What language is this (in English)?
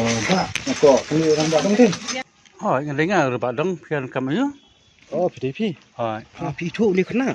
Khasi